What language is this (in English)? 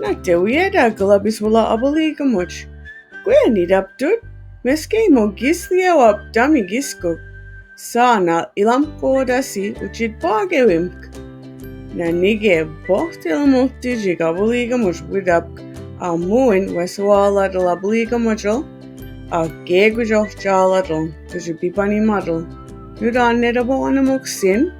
Mi'kmaw